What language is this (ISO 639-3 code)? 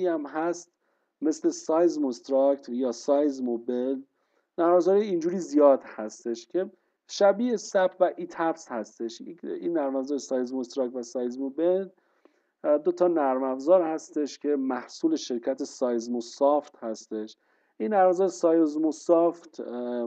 fas